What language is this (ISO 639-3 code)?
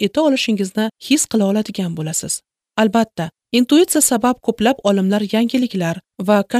uzb